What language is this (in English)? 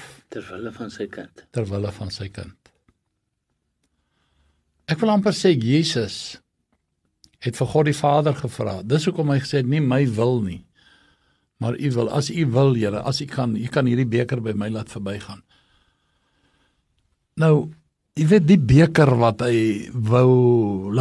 Afrikaans